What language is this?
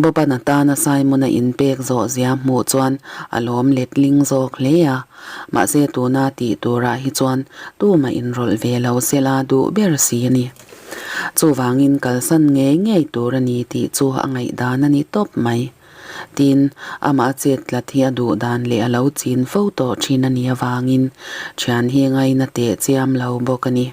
Mizo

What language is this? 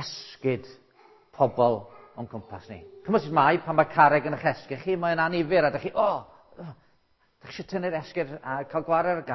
Welsh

